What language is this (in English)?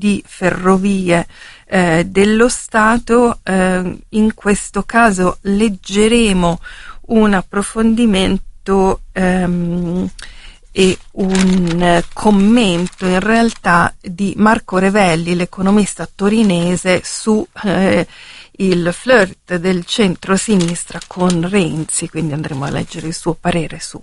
Italian